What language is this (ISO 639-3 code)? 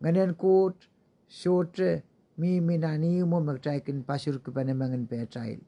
pon